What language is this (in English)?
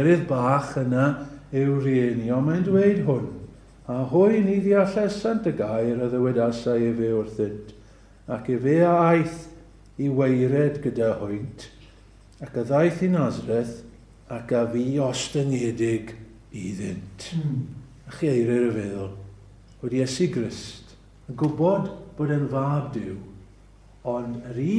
Welsh